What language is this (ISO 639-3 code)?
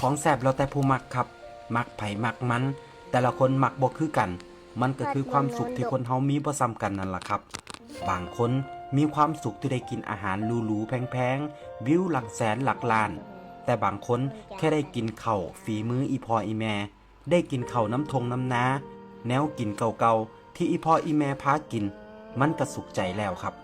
tts